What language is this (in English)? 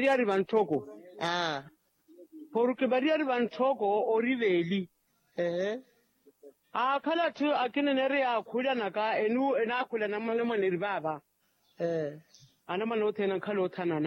Makhuwa